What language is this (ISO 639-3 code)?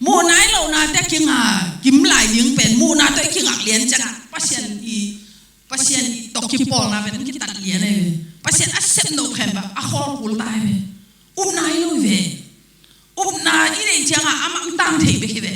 ctd